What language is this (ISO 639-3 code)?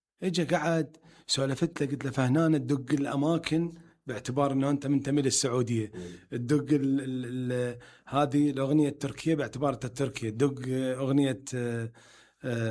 acm